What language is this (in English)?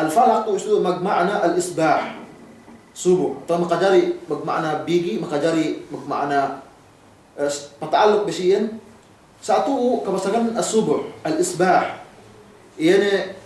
Yakan